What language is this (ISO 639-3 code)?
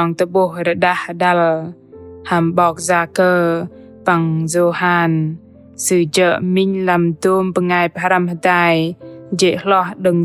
bdq